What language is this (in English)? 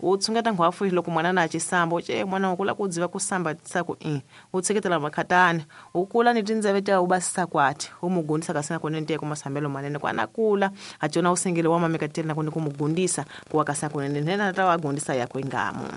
Tsonga